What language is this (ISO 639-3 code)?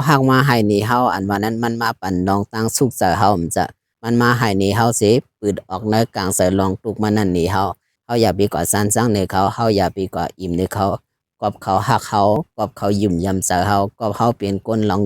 shn